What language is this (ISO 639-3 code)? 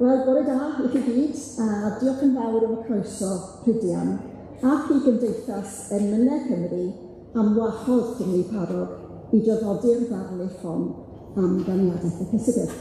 cym